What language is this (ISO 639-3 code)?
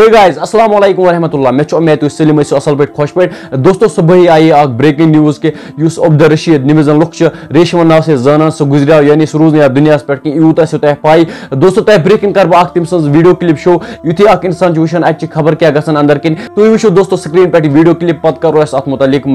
kas